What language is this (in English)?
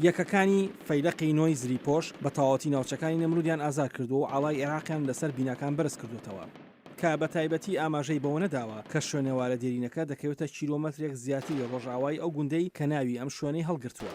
Central Kurdish